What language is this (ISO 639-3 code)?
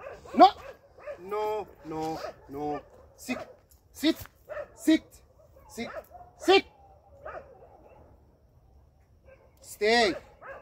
arz